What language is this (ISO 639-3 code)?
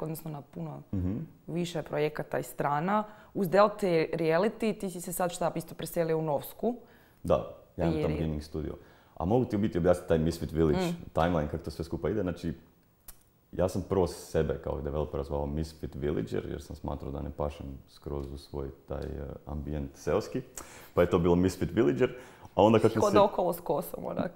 hrv